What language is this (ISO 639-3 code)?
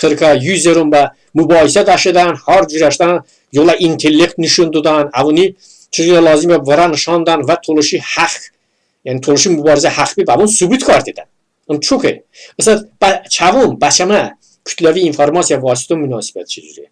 tly